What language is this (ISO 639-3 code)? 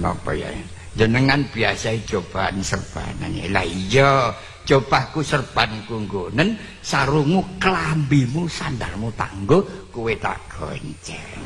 jav